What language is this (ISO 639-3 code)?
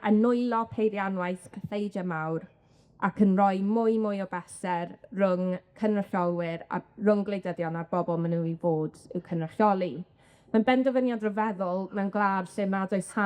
cym